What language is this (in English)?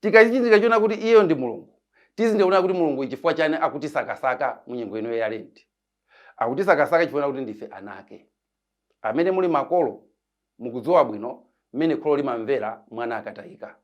Nyanja